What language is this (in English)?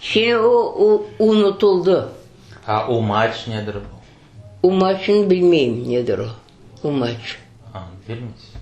Crimean Tatar